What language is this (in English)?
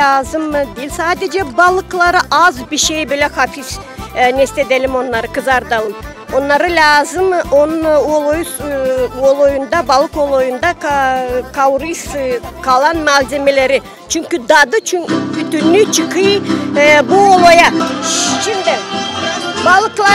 Gagauz